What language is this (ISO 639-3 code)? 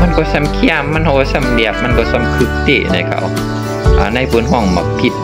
shn